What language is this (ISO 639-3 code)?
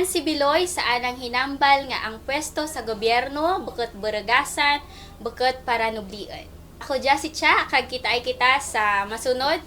krj